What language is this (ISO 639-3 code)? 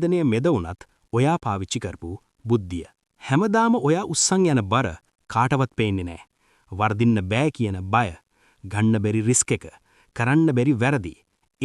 sin